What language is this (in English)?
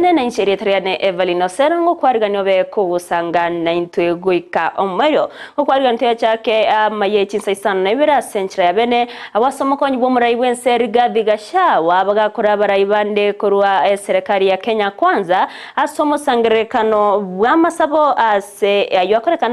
Gusii